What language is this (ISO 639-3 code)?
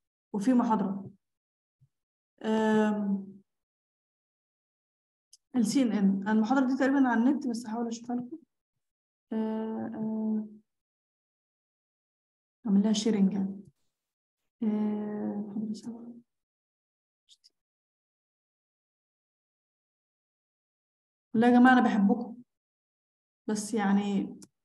arz